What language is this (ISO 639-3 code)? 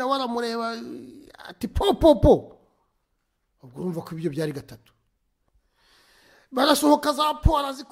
kin